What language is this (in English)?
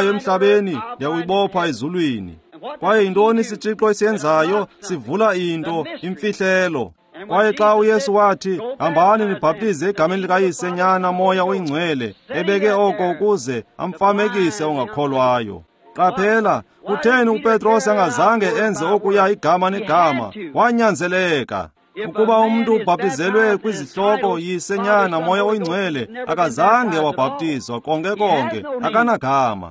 Xhosa